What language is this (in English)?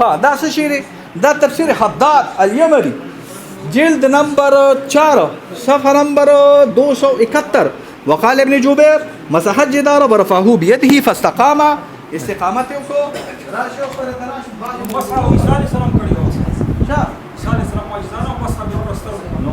Pashto